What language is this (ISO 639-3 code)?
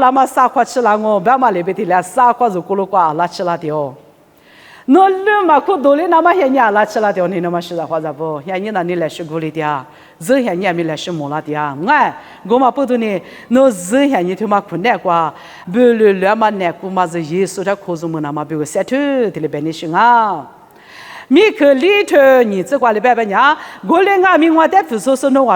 lis